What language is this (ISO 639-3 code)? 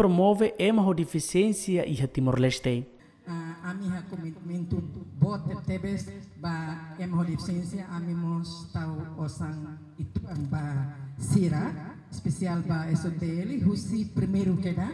tet